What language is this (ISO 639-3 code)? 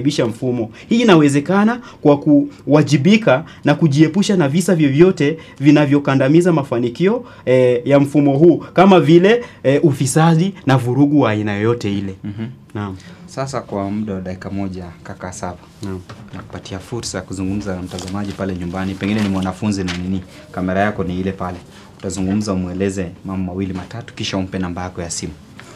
swa